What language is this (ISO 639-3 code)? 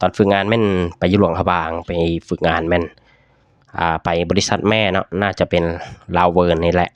lao